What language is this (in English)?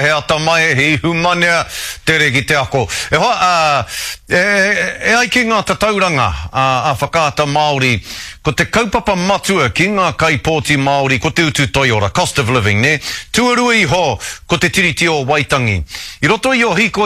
Māori